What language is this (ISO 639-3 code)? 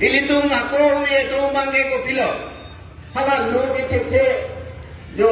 mjw